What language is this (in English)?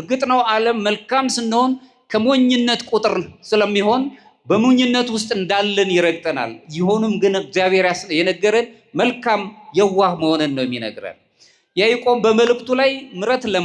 Amharic